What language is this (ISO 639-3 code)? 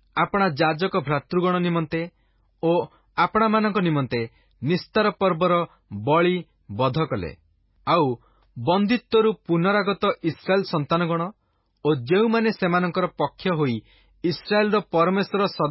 ori